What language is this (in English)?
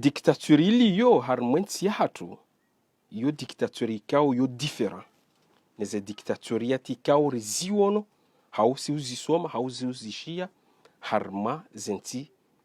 Ngazidja Comorian